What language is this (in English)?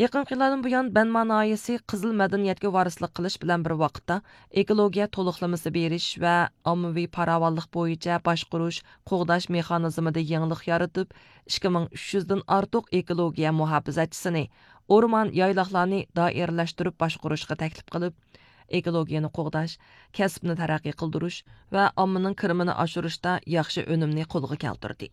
Uyghur